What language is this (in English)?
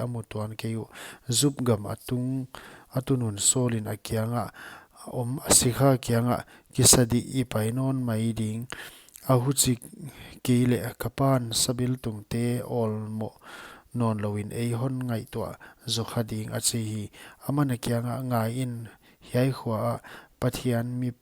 Paite Chin